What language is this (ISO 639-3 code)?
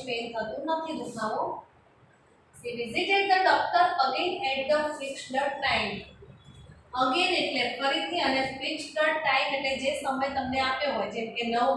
guj